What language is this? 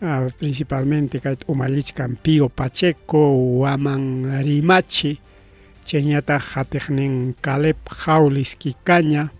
Ayacucho Quechua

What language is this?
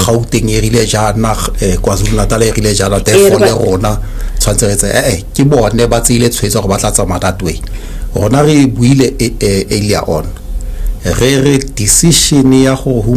Tswana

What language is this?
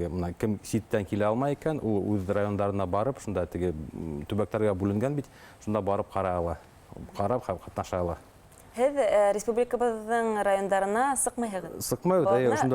Bashkir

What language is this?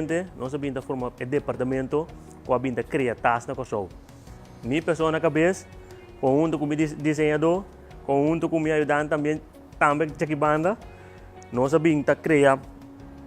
Papiamento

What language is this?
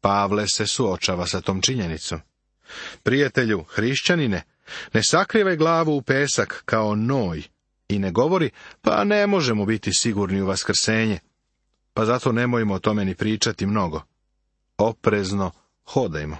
Serbian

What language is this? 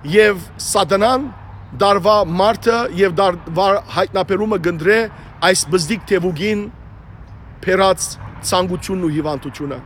Western Armenian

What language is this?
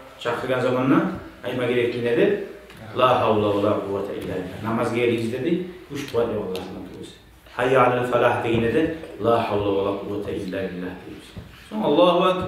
Kumyk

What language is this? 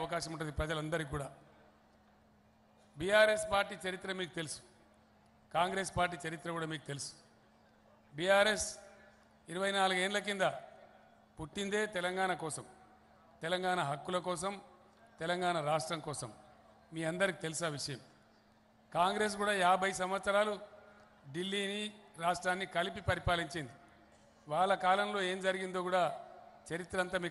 Telugu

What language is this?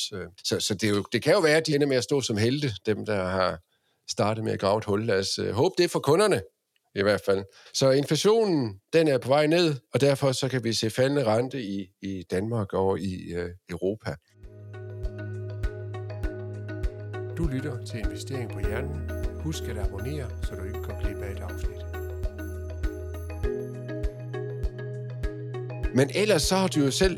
Danish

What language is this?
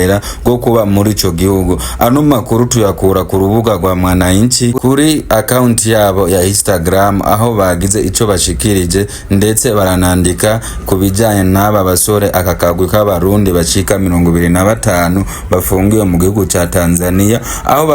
Rundi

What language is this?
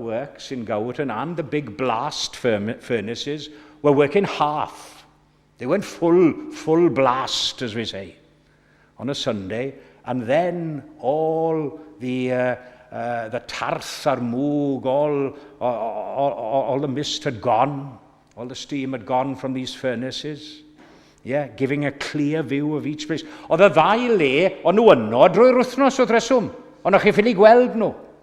Welsh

